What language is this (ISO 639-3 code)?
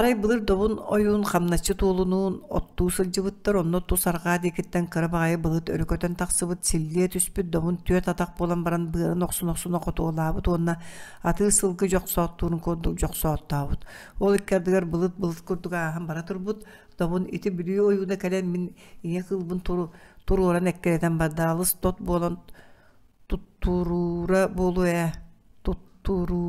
sah